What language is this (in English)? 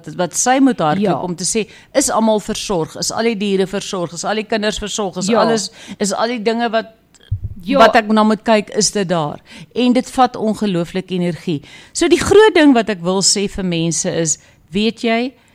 Afrikaans